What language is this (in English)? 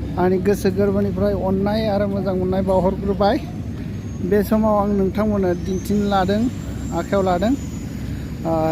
Bodo